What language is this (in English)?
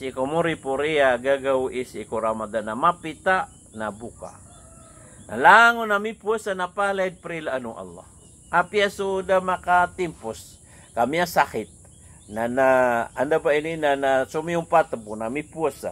Maranao